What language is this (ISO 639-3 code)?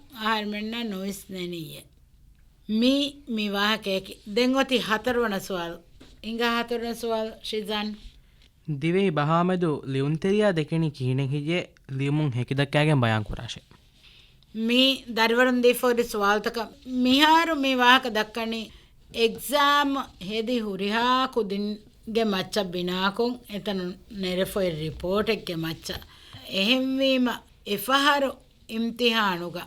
div